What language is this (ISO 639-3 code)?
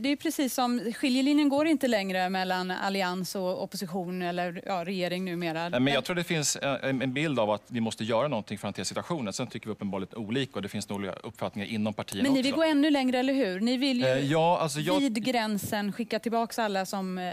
swe